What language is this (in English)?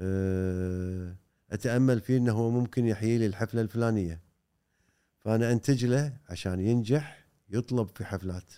Gulf Arabic